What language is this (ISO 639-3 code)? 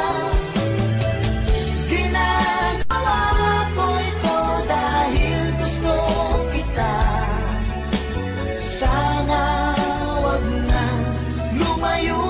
fil